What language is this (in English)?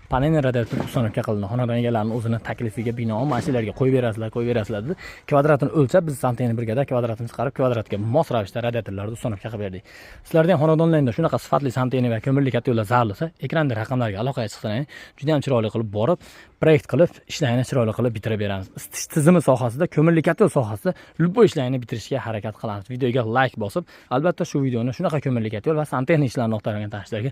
Uzbek